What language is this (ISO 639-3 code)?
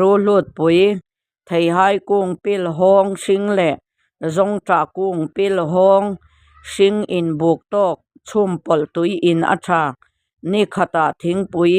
lus